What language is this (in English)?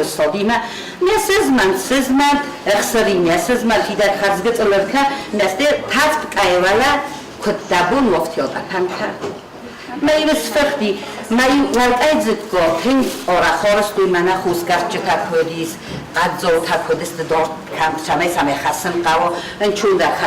Ossetic